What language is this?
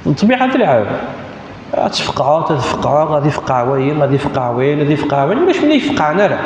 Kabyle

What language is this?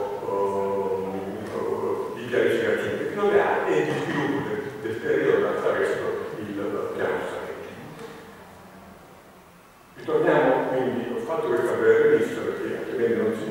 Italian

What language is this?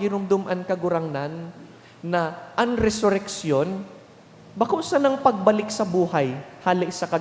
Bikol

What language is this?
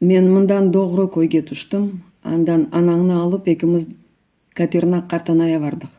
Crimean Tatar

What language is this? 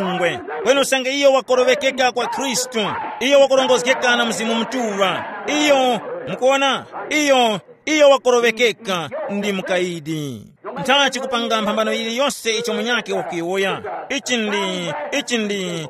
Tumbuka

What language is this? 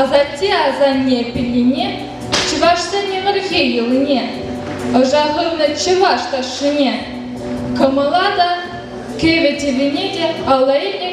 Chuvash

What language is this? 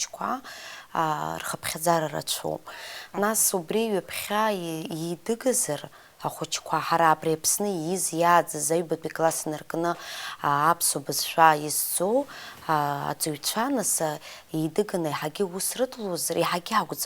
Abkhazian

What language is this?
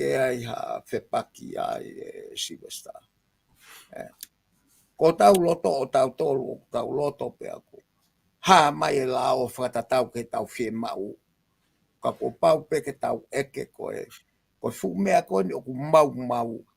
Tongan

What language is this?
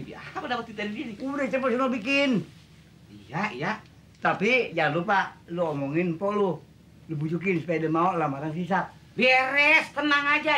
Betawi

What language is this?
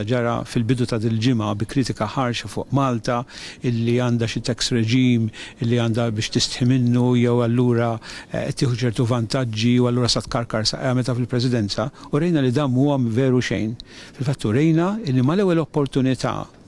Maltese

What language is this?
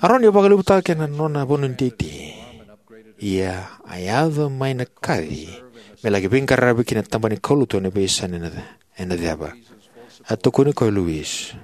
Fijian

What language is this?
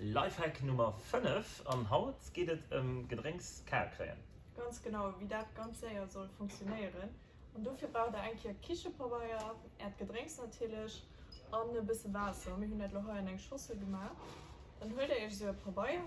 Luxembourgish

